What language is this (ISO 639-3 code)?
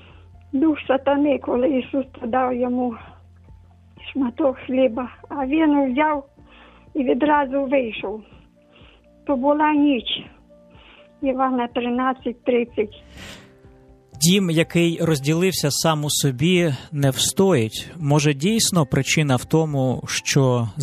ukr